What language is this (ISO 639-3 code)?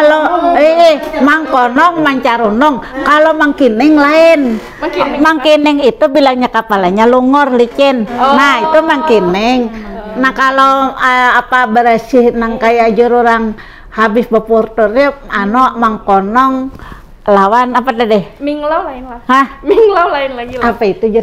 bjn